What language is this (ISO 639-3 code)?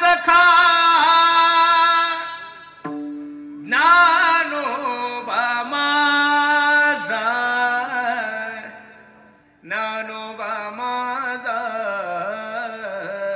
mar